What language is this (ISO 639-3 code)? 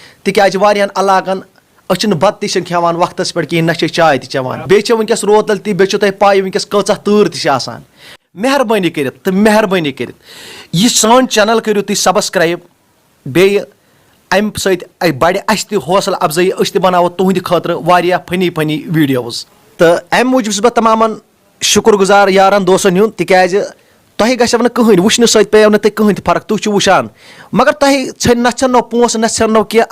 kas